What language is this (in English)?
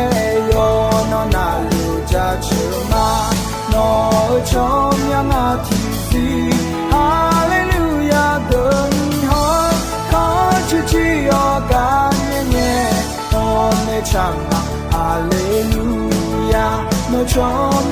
Akha